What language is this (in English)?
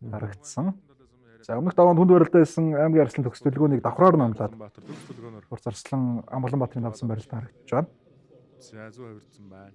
Mongolian